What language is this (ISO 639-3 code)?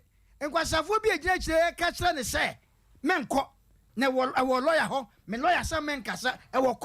aka